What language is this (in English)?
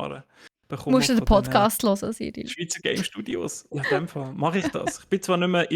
Swiss German